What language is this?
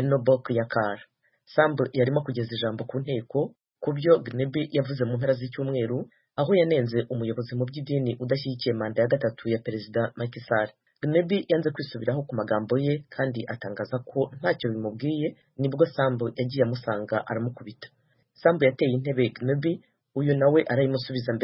Kinyarwanda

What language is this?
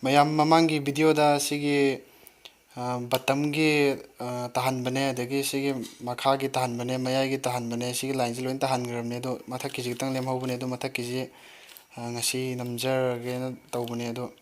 Manipuri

